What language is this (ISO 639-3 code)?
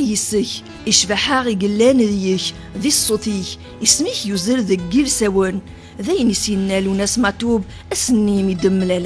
kab